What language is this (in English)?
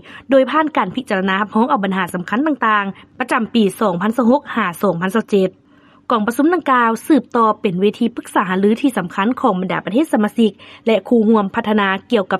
Lao